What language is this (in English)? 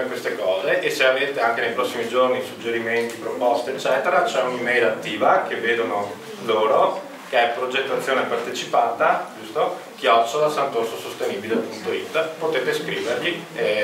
Italian